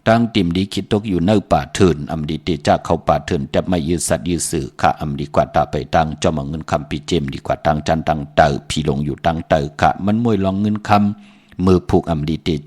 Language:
Shan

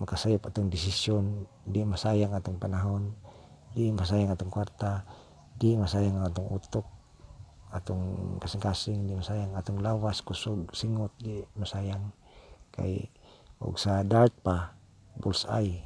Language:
Cebuano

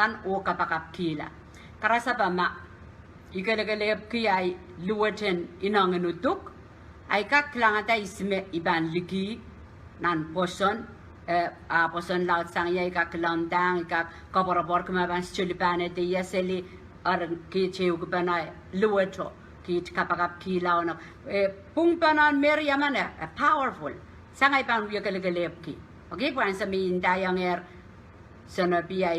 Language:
Pohnpeian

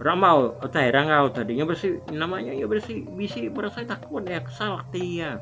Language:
Iban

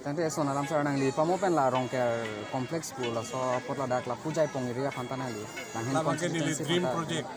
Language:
Karbi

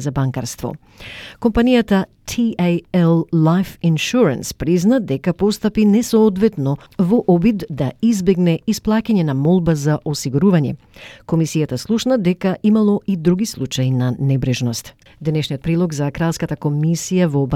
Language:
Macedonian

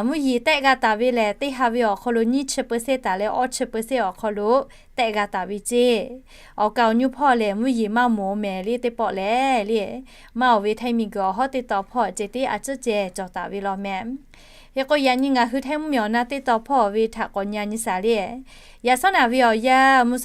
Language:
Lahu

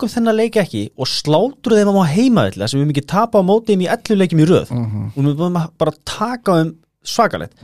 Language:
Icelandic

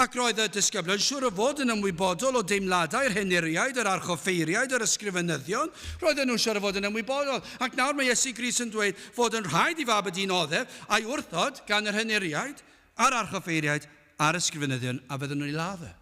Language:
Welsh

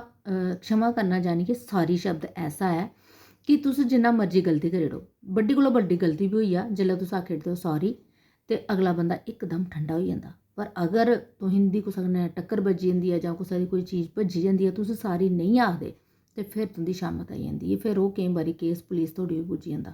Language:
Dogri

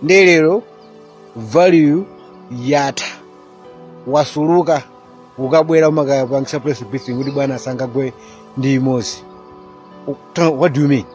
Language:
Nyanja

